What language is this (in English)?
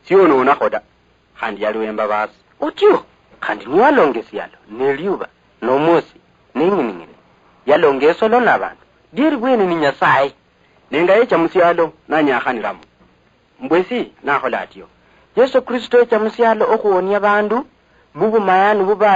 Luyia